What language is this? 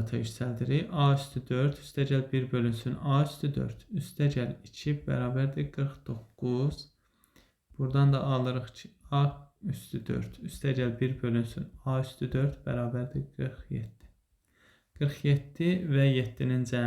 Azerbaijani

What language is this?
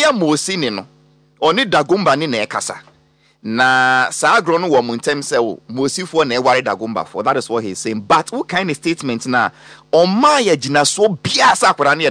Akan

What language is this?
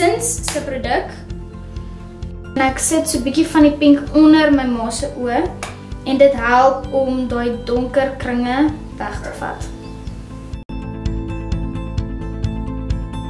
Afrikaans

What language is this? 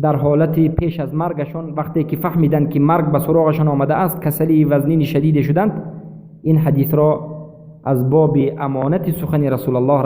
Persian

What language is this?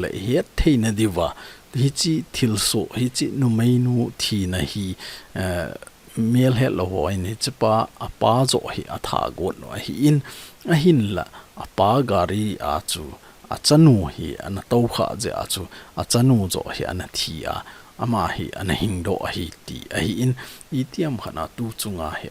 Thado Chin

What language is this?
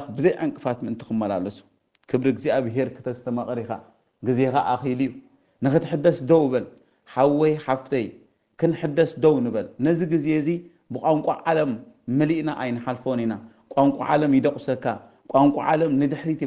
Tigrinya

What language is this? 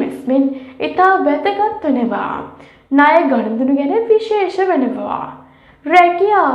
Sinhala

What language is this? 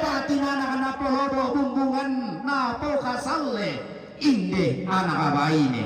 Toraja-Sa'dan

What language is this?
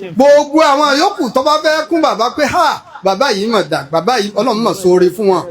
Yoruba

